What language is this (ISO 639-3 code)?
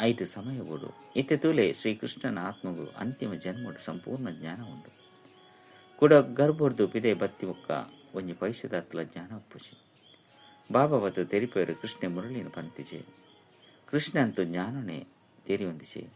tcy